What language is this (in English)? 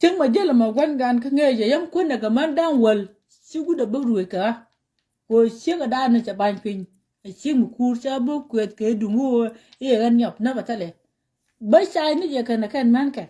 Nuer